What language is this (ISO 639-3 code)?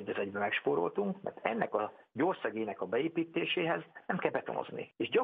hun